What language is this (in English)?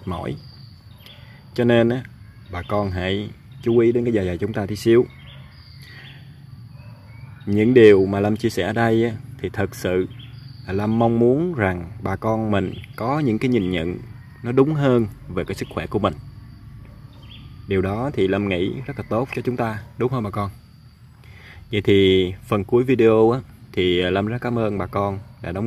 Vietnamese